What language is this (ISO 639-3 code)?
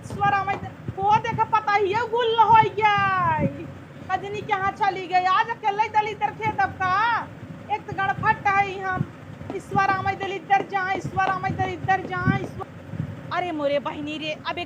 awa